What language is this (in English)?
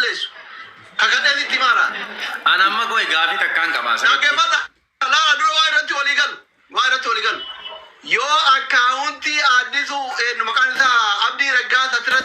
Oromo